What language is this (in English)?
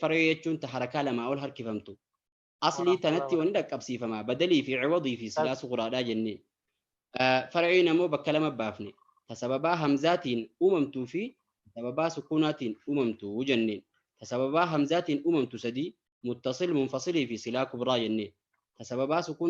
Oromo